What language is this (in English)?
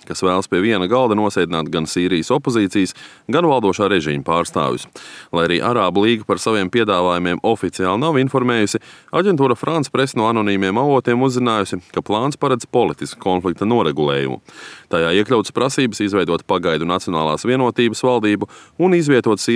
Latvian